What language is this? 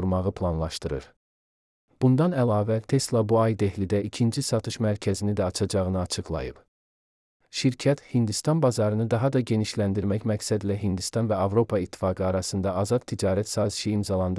Azerbaijani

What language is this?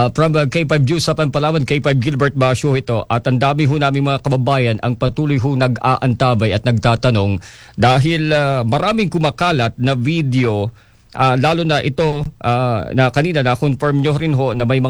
Filipino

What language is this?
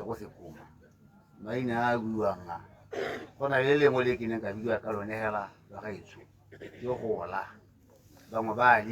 Tswana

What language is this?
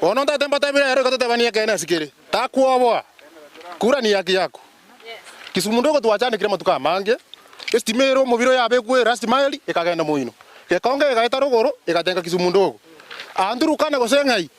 Gusii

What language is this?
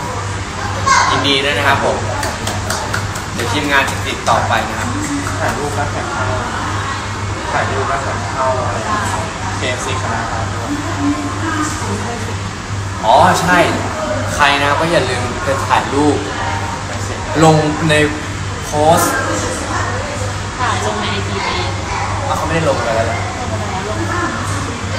Thai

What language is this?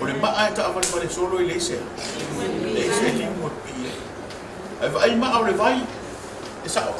Samoan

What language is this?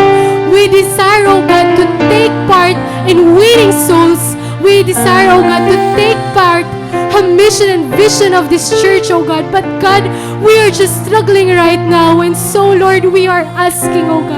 Waray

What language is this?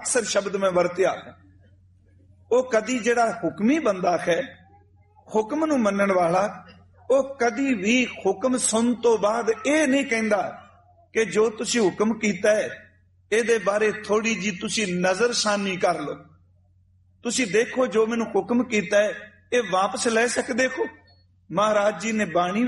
Punjabi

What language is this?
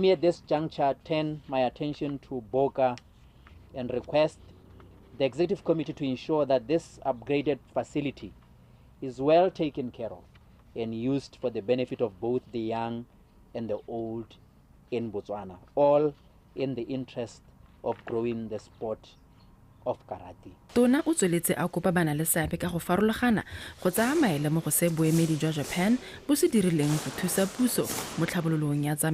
Tswana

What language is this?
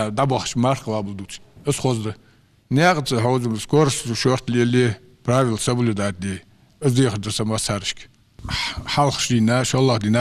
Ingush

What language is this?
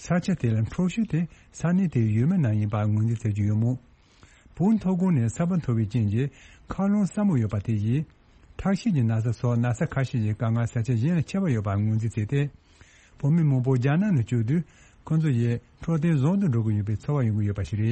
Tibetan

